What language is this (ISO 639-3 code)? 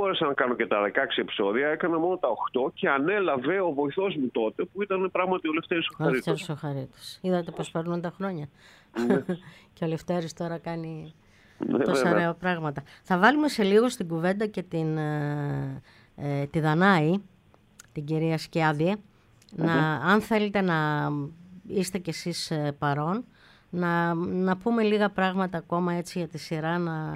ell